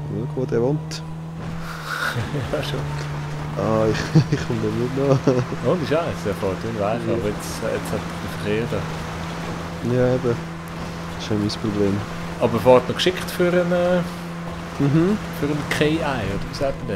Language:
Swiss German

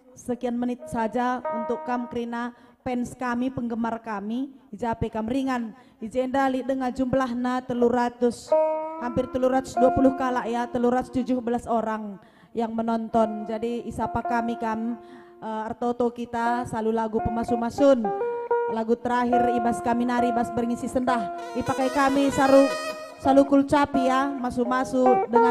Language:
Batak Karo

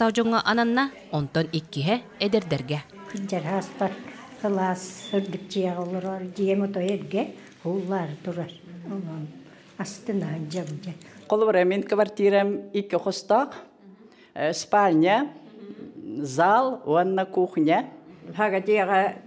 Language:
Yakut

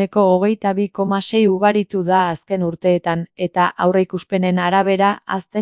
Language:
Basque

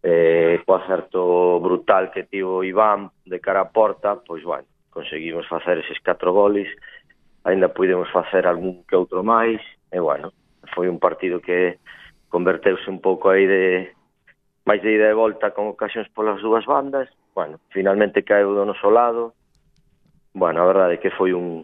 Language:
Galician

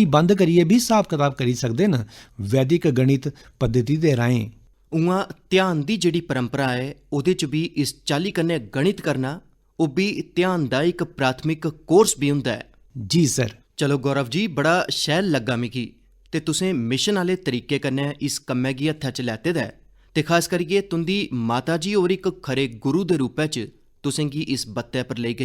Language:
Dogri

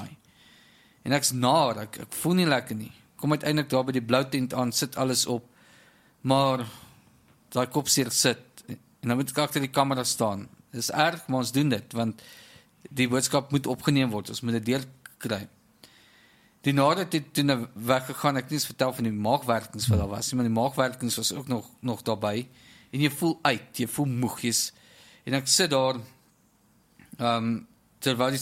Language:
Afrikaans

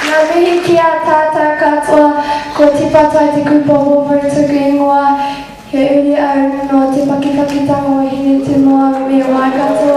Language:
Māori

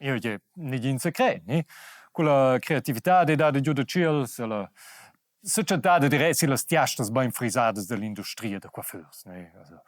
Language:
Romansh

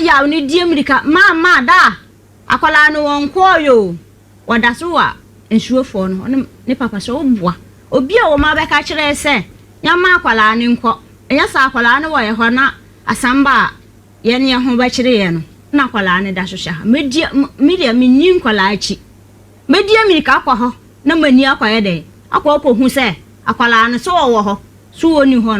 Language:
Akan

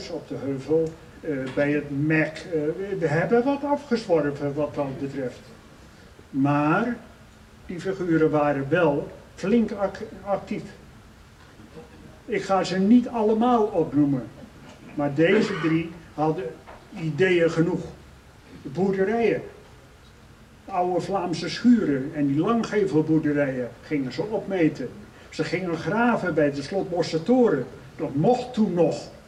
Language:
Dutch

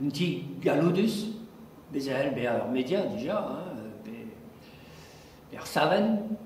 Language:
Breton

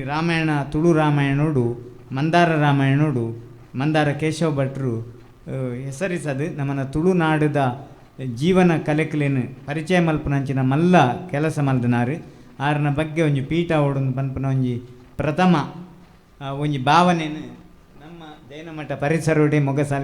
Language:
Tulu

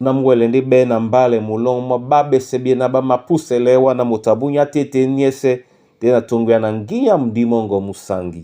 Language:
Duala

